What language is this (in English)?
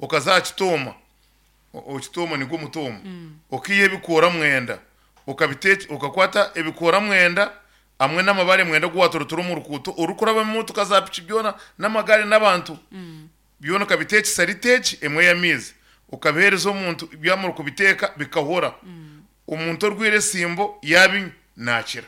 Nyankole